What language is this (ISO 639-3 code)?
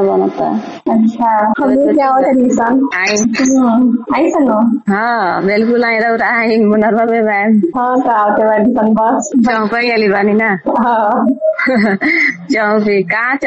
bho